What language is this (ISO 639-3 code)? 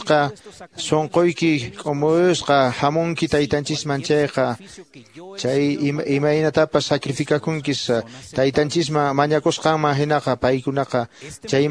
que